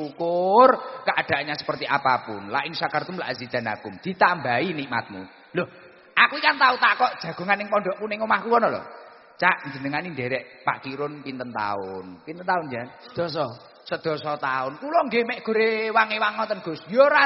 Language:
Javanese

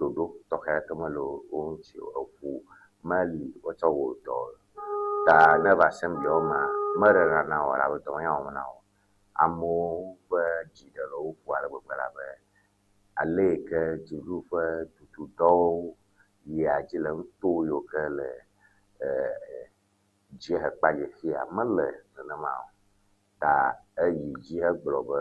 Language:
Ewe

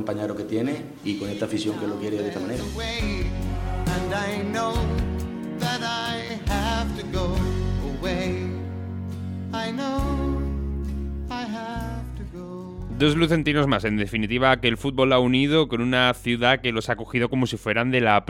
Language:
Spanish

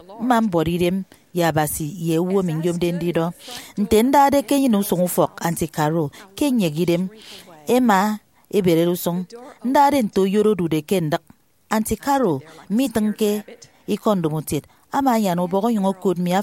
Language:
Efik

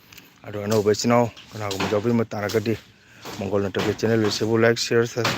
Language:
Manipuri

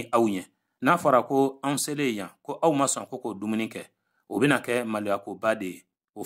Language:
Bambara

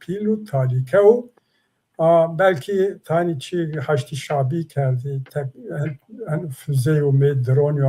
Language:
Zaza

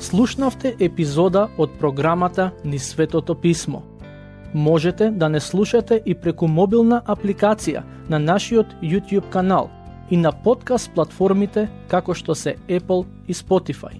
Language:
Macedonian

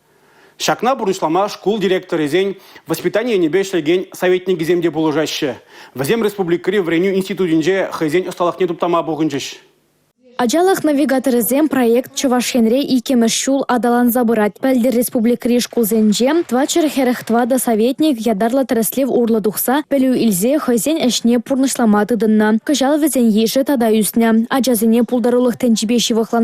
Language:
Chuvash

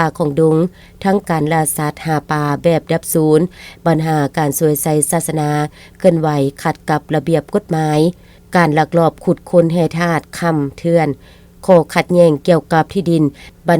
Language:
Lao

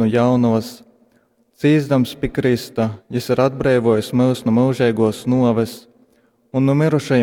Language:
Latgalian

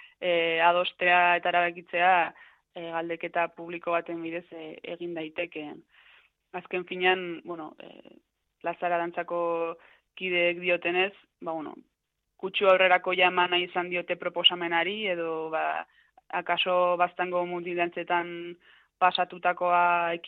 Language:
Basque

